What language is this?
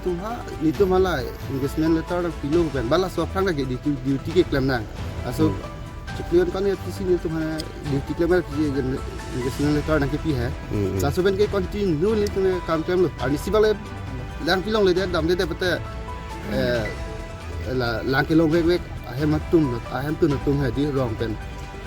Karbi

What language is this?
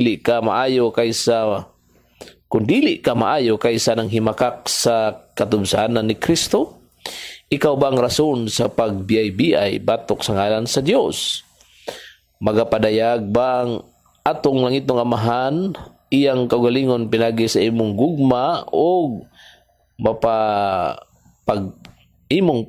Cebuano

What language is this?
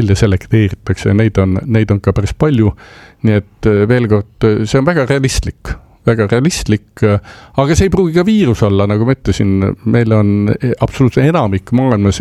Estonian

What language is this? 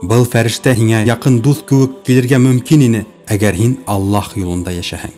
Bashkir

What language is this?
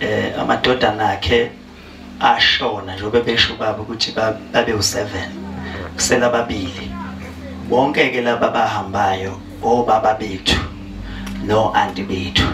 Zulu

